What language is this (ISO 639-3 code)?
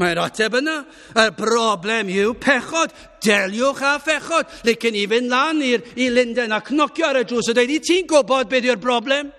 cym